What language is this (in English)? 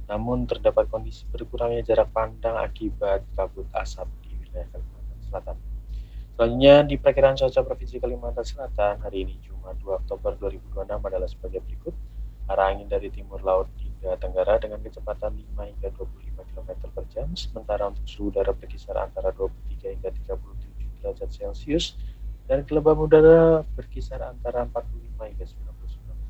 Indonesian